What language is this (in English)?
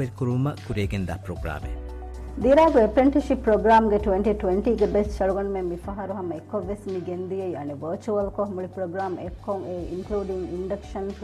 Divehi